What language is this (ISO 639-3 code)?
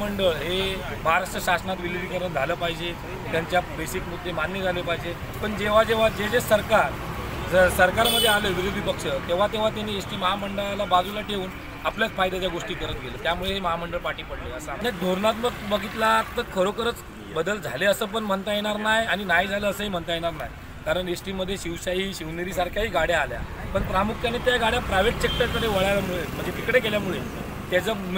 mar